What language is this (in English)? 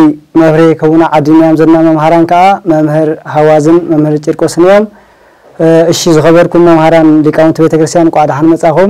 Tigrinya